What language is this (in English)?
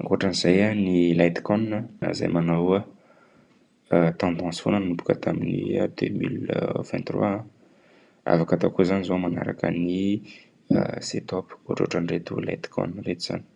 Malagasy